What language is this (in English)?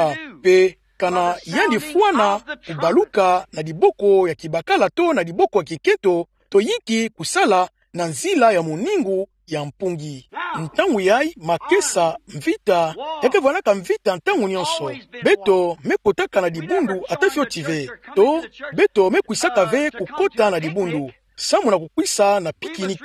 Kituba (Democratic Republic of Congo)